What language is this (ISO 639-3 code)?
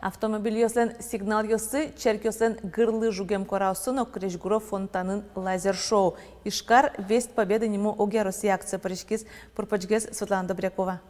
udm